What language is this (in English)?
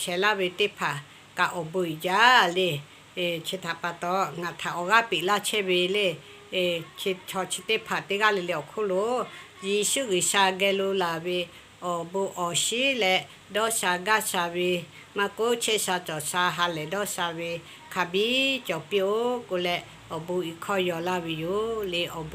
Lahu